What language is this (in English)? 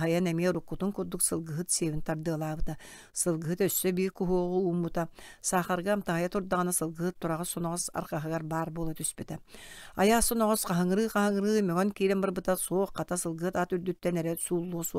Yakut